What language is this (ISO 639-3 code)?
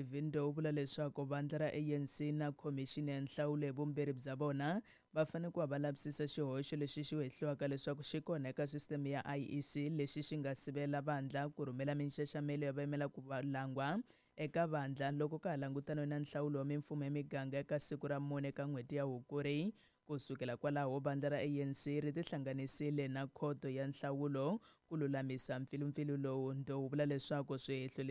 tso